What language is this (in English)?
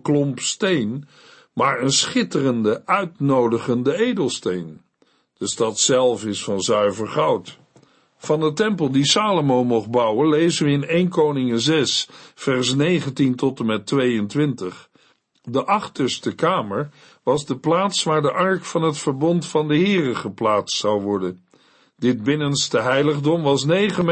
Dutch